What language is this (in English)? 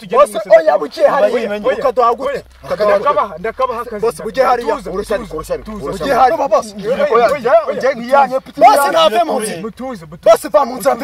Kinyarwanda